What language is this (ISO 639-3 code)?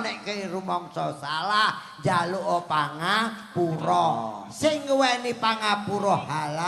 jav